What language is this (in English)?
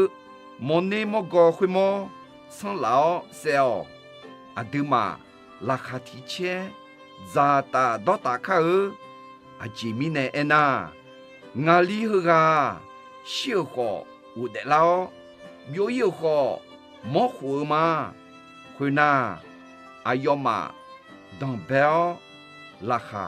Akha